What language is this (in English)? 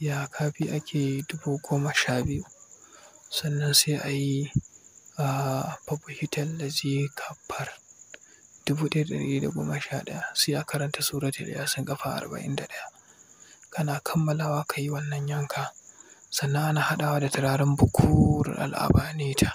Hausa